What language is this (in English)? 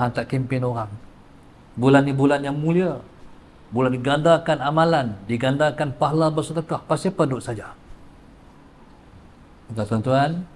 Malay